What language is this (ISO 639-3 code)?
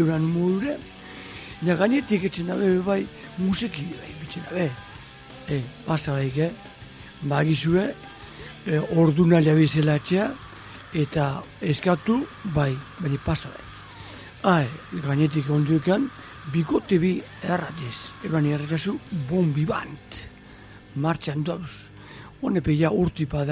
eus